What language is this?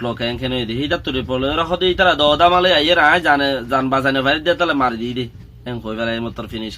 Rohingya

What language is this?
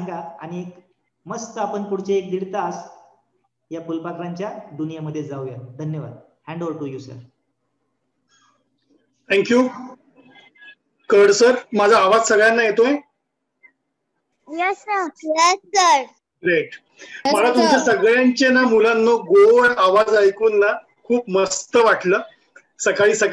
Marathi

